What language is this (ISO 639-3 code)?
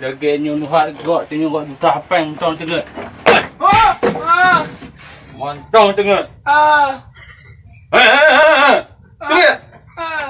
ace